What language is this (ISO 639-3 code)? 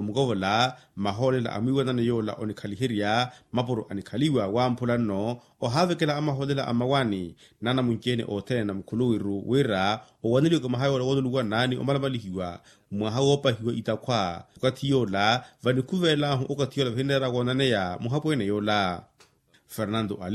vmw